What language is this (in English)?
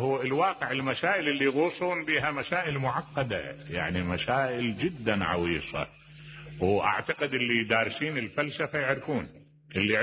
Mesopotamian Arabic